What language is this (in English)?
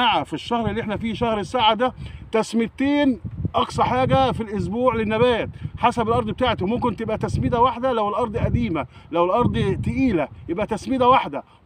Egyptian Arabic